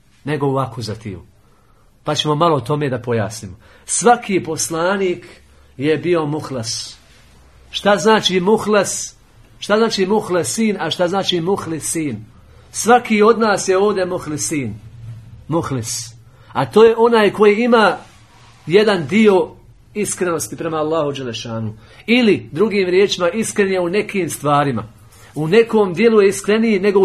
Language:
Bosnian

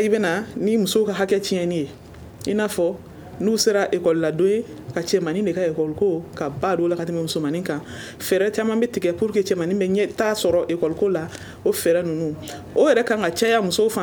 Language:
Bambara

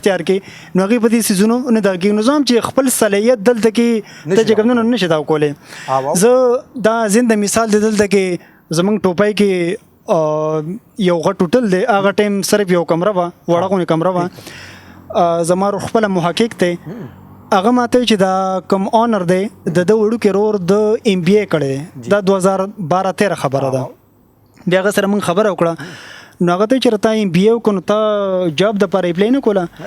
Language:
Pashto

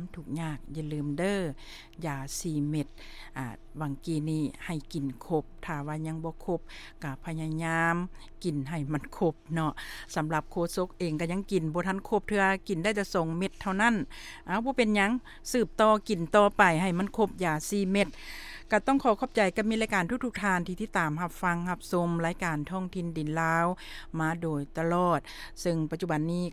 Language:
Lao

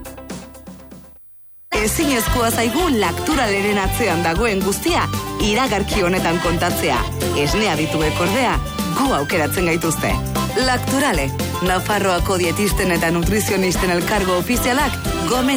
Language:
Basque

